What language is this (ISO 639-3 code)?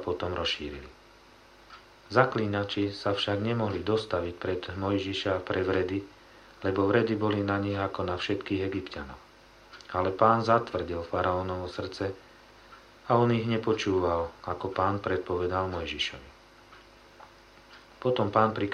slk